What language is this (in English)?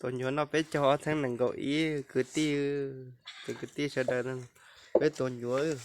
Hmong